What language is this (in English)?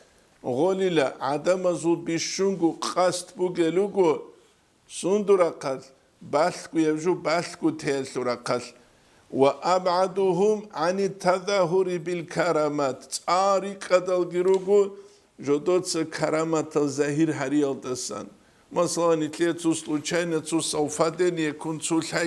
Avaric